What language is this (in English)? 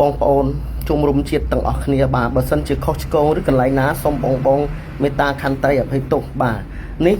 Khmer